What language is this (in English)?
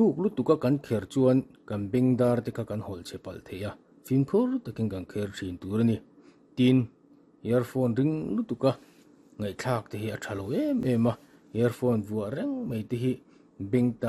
Mizo